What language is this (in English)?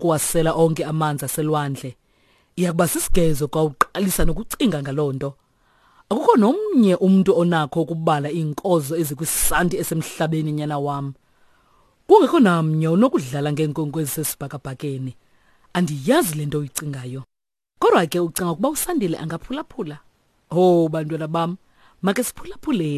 Xhosa